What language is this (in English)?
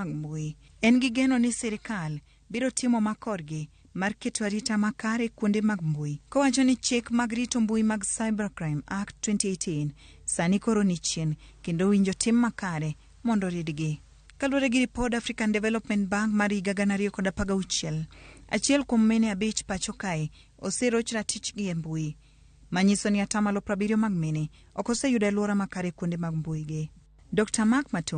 Luo (Kenya and Tanzania)